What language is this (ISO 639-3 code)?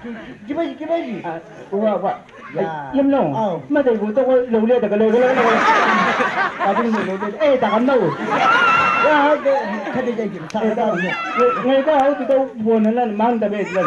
nbc